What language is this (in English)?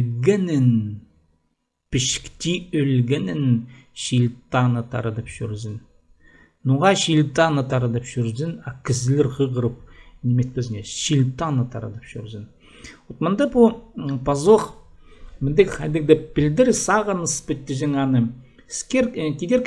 Khakas